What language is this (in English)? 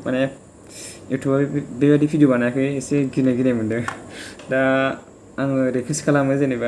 Bodo